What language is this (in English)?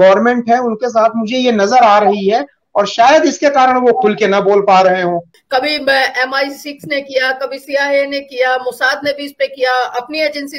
Hindi